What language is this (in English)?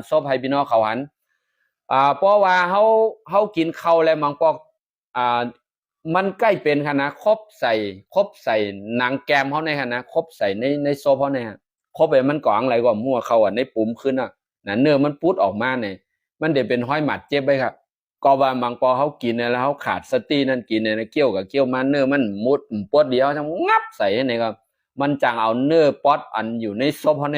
Shan